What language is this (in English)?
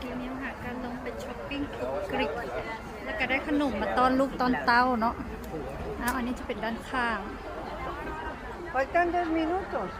Lao